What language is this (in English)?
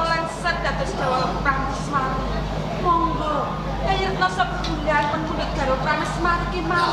Javanese